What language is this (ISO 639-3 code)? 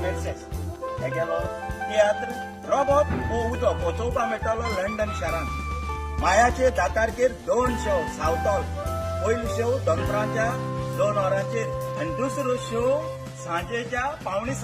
kok